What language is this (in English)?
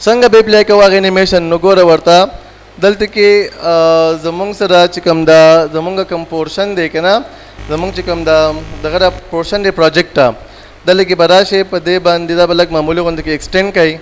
Pashto